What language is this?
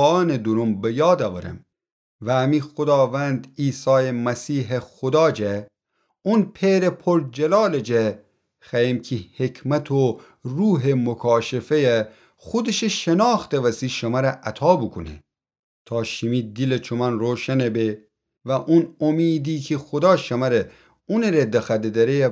Gilaki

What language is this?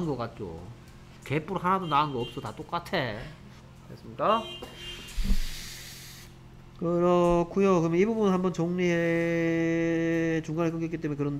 Korean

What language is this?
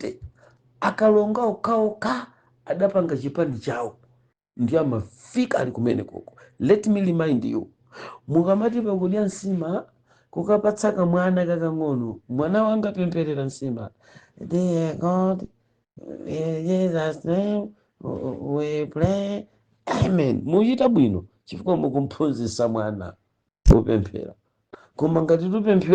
Nyanja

